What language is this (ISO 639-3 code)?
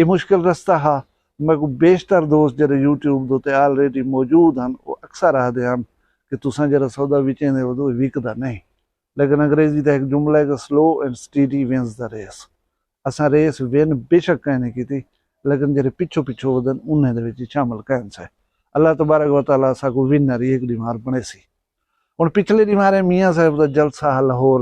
skr